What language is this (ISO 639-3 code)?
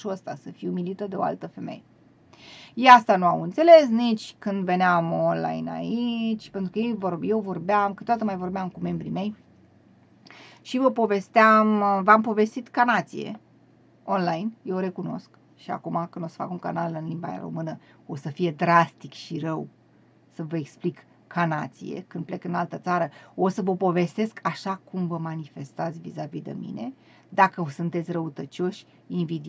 ron